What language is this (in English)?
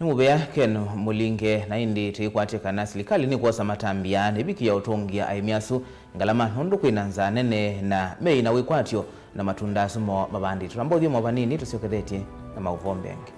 Kamba